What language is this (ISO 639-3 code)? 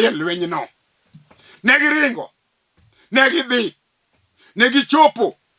luo